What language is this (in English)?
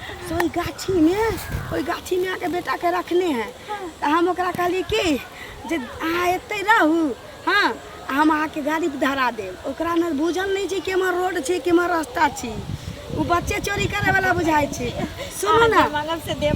Maithili